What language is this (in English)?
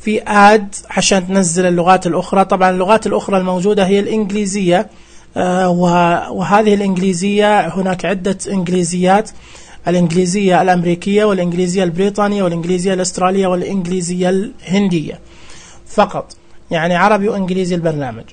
Najdi Arabic